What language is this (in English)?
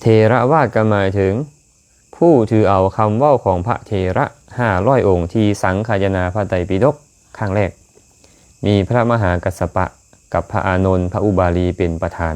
Lao